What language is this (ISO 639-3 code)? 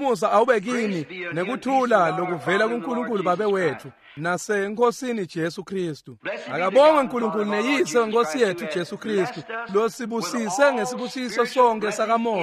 ssw